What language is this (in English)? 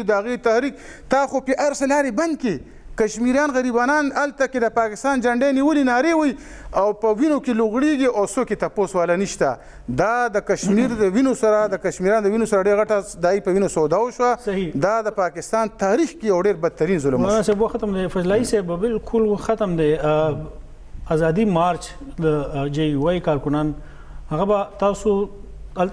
Pashto